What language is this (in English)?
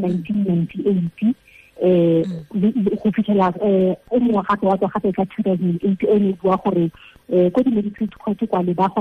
Tswana